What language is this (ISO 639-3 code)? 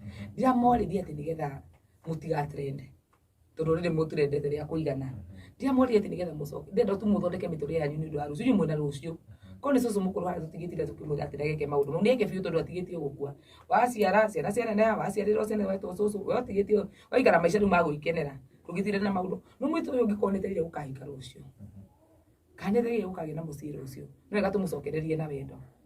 kik